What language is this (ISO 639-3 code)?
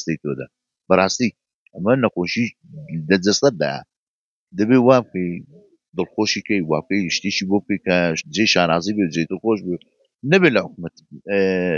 ckb